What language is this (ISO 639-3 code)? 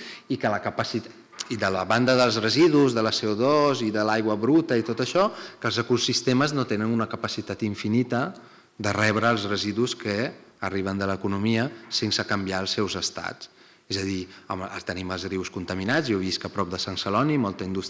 cat